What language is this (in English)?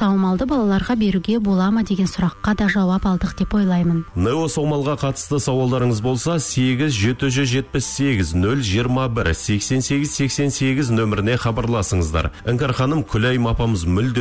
Kazakh